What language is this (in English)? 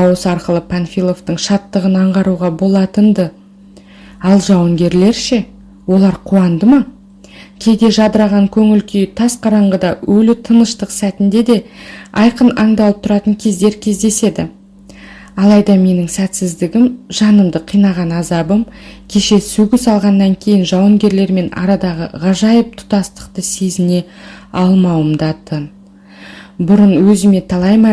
Kazakh